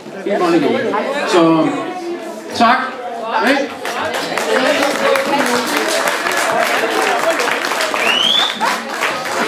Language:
Danish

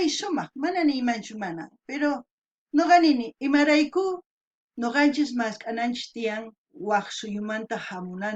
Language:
South Bolivian Quechua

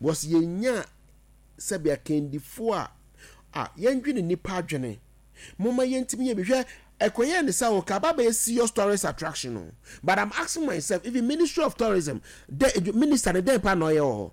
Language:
Akan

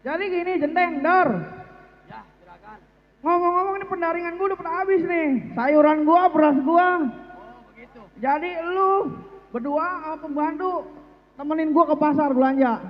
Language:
Betawi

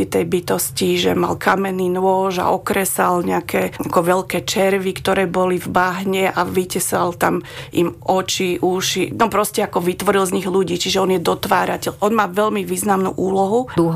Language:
Slovak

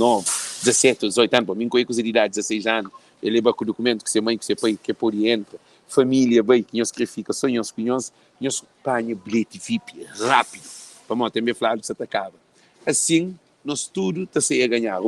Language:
Kabuverdianu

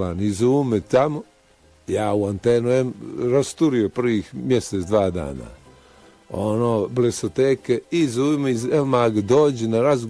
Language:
Bosnian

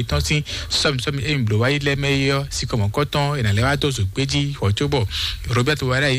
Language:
Fon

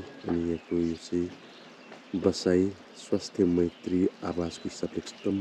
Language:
Nepali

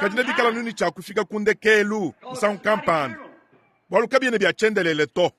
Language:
Luba-Lulua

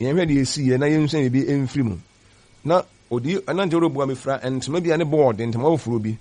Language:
Akan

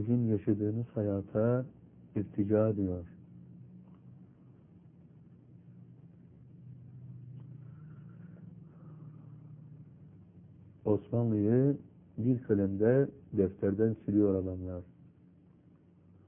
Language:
Turkish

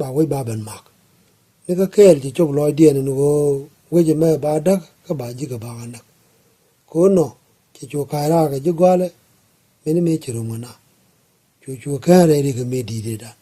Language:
Nuer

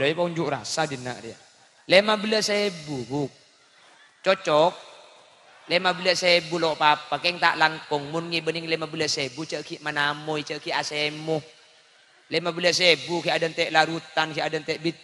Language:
Madurese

